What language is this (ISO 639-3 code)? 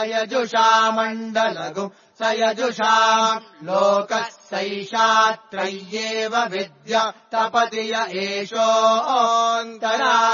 san